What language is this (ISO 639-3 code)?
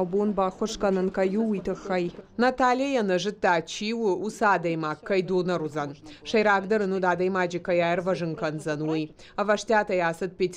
oss